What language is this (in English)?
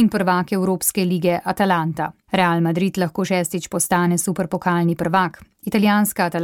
Slovenian